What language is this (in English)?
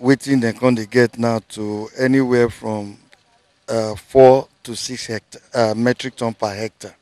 Nigerian Pidgin